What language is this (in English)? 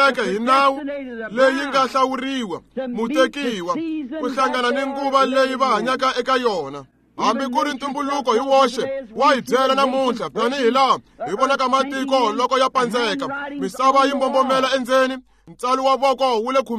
Tsonga